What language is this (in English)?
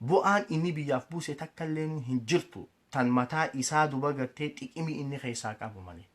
Oromo